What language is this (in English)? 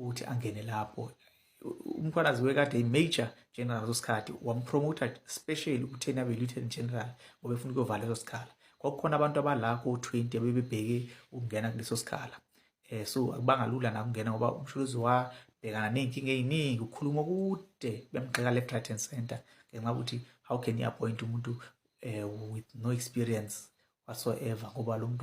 Zulu